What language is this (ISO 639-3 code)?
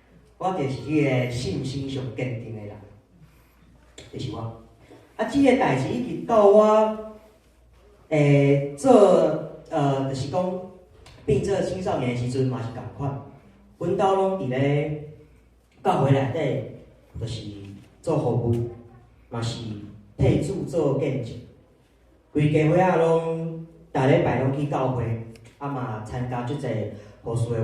nan